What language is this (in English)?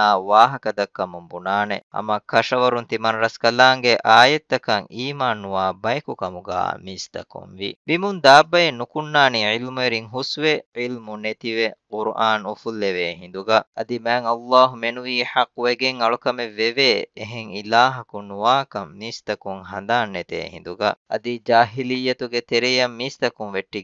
Divehi